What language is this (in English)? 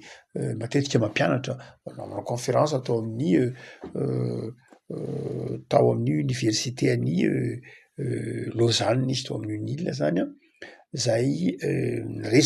Malagasy